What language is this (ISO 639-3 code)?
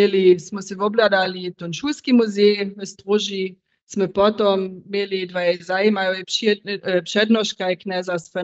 hsb